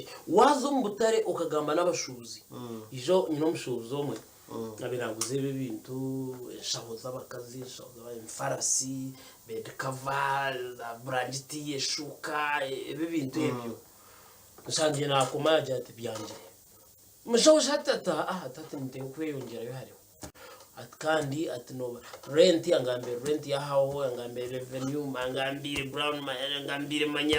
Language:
Nyankole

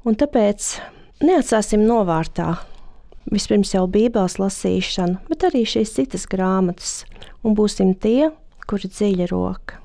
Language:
Latvian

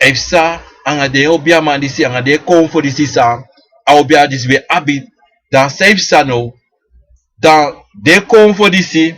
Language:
Sranan Tongo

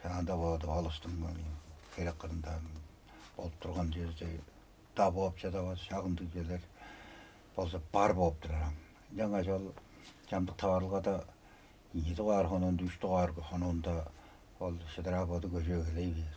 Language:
Tuvinian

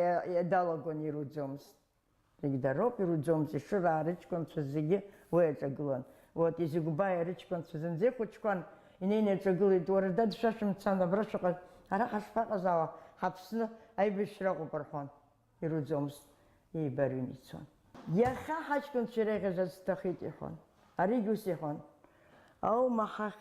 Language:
Abkhazian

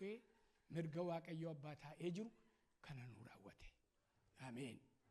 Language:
Oromo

